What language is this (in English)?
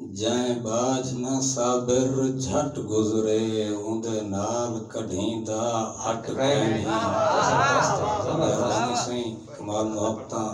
Saraiki